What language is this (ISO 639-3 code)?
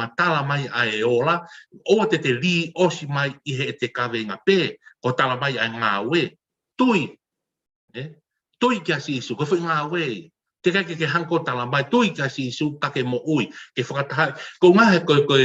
ton